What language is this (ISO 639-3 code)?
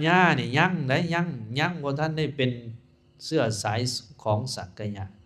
lao